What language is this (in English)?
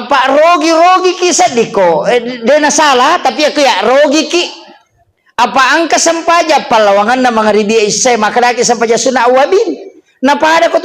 Buginese